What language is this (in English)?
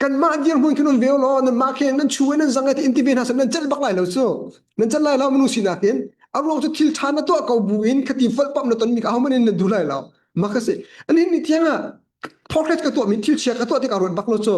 Hakha Chin